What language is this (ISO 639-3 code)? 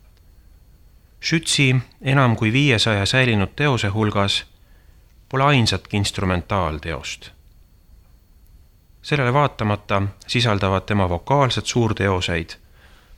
est